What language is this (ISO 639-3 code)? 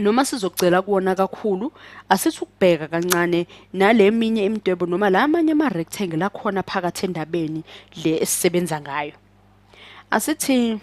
zul